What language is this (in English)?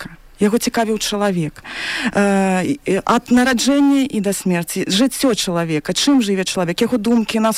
Belarusian